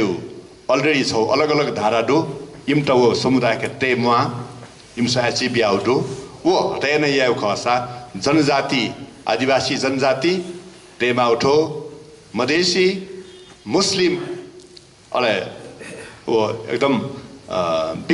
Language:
Newari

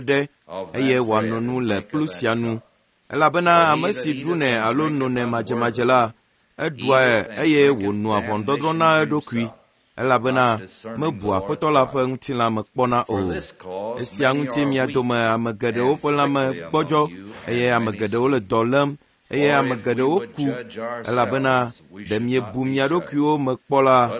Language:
Ewe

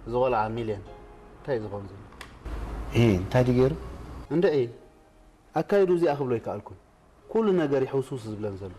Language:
Tigrinya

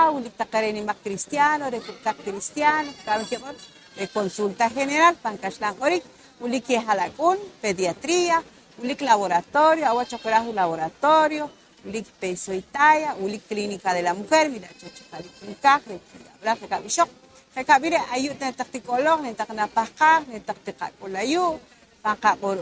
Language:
Poqomchi'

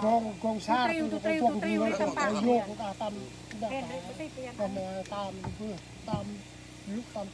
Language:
Central Mnong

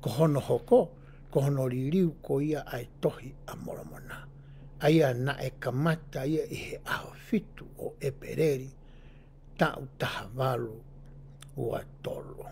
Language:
Tongan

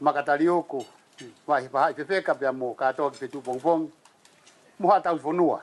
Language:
Tongan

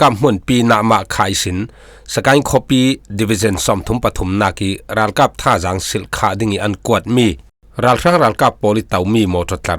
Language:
Falam Chin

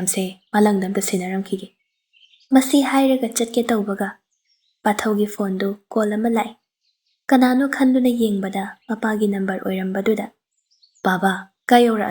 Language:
Manipuri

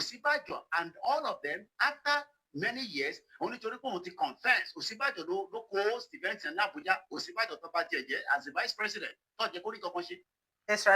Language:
Yoruba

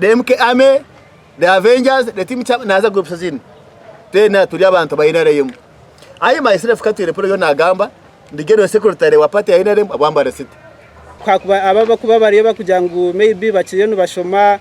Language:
Nyankole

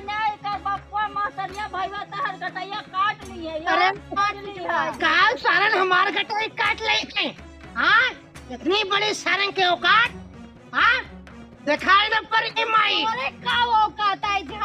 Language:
Awadhi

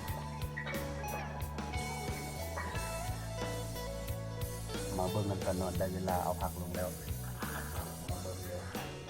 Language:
Lao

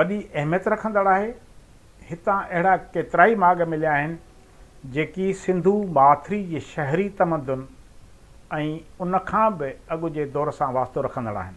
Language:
Sindhi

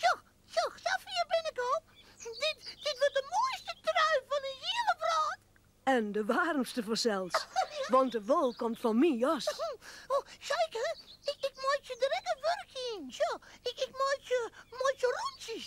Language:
Western Frisian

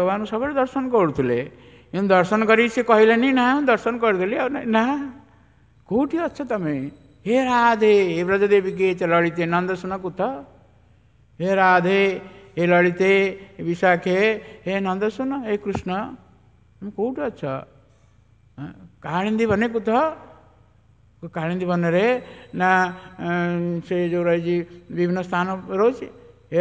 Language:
Odia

